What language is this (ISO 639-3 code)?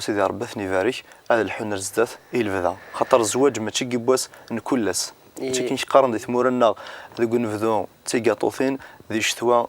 kab